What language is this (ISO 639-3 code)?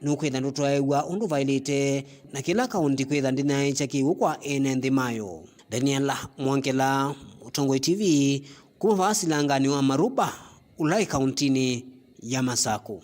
kam